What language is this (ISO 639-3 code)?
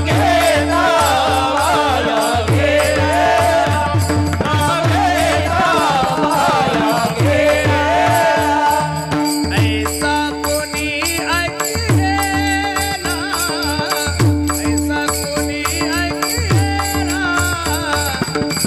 mar